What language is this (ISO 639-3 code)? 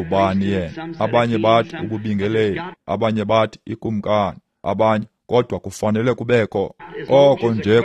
xho